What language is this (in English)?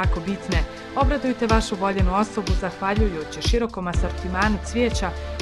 Bosnian